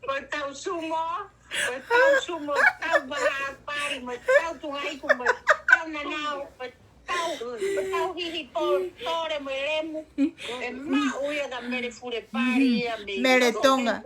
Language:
Tongan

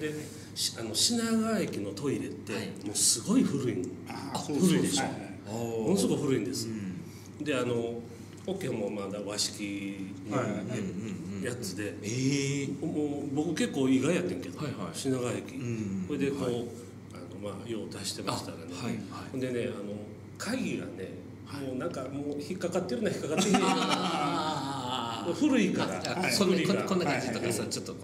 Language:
Japanese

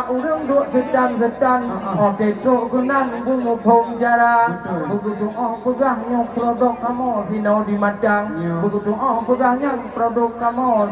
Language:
Achinese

